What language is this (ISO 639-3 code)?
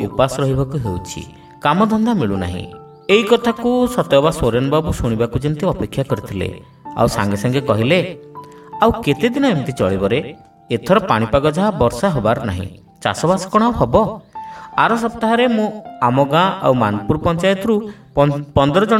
ori